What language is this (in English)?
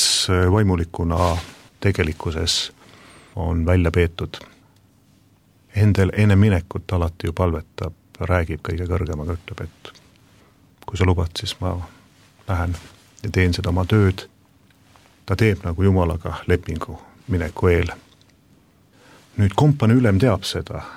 Estonian